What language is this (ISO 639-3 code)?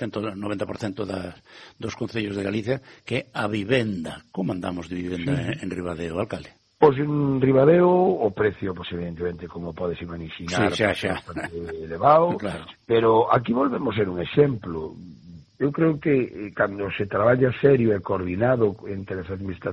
glg